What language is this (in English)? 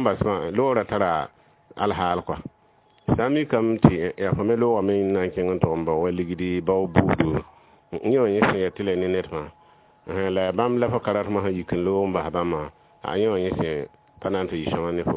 Mossi